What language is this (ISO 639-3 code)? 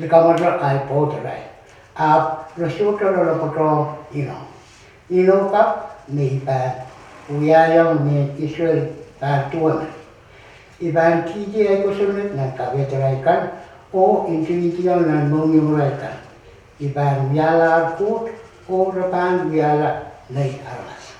pon